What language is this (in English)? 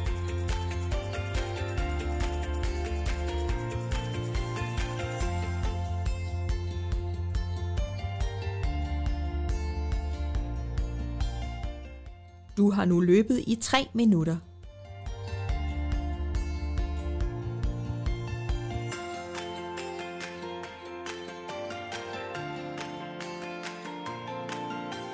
Danish